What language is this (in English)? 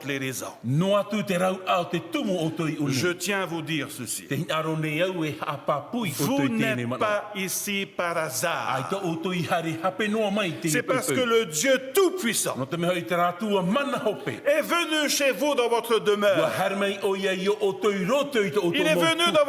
Tahitian